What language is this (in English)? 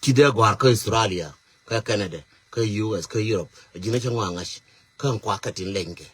Nuer